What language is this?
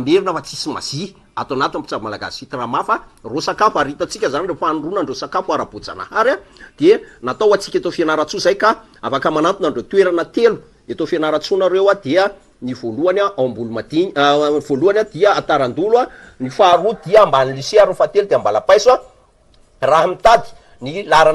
Malagasy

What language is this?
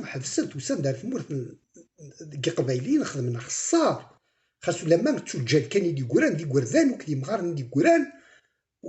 Kabyle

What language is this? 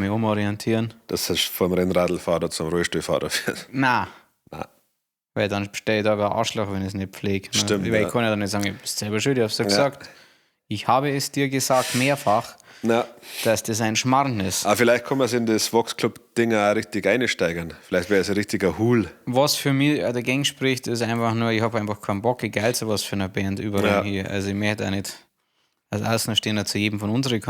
Bavarian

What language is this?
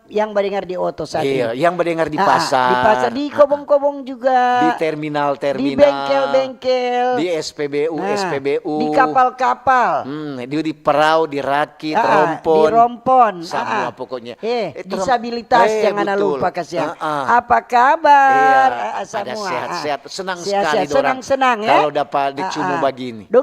Manado Malay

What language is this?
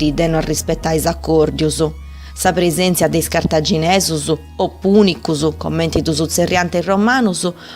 Sardinian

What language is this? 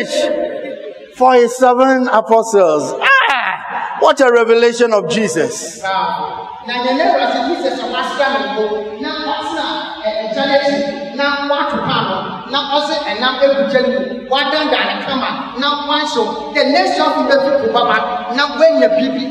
English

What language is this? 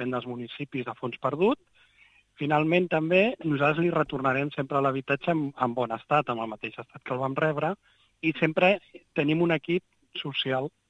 Catalan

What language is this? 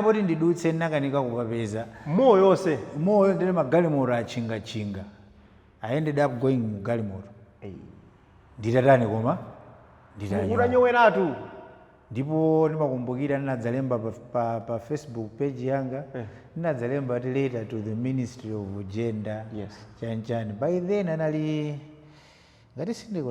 Nyanja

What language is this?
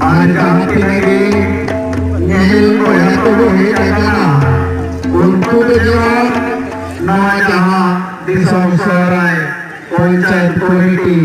Santali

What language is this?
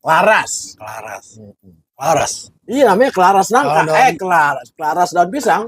Betawi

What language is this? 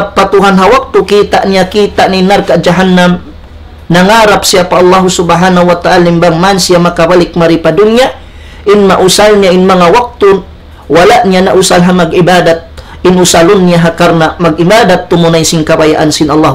Tausug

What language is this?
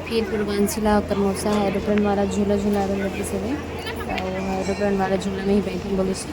Chhattisgarhi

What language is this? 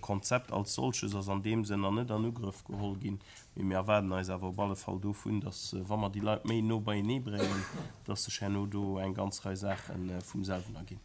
Luxembourgish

